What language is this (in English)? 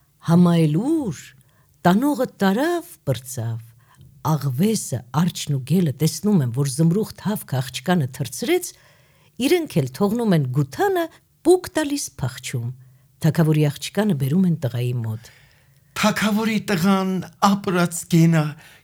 Armenian